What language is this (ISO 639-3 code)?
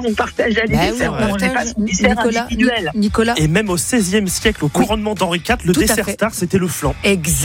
fra